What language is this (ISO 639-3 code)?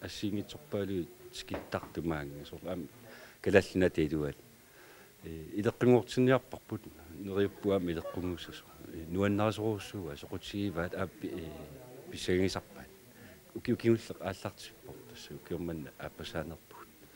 kal